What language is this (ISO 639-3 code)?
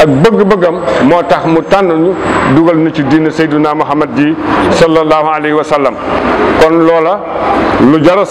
wol